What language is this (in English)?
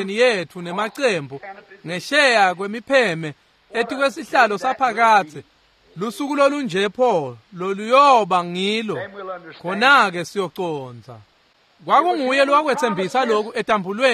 Swati